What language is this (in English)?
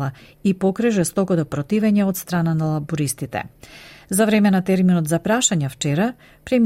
Macedonian